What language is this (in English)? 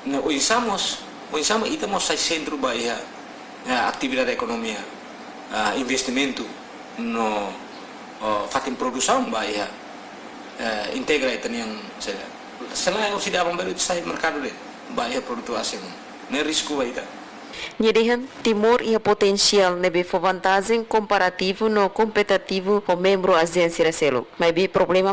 Tetum